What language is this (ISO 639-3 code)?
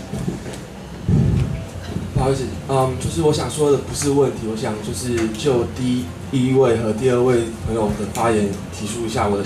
zho